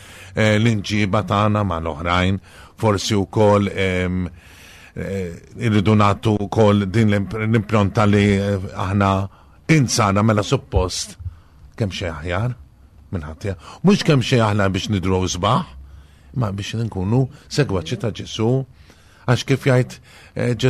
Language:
Maltese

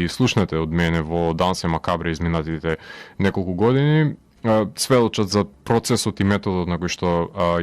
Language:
Macedonian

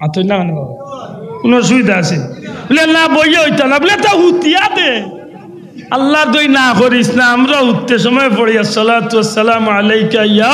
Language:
Sylheti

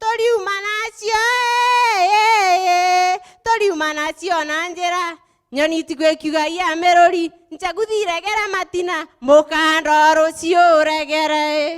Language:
Meru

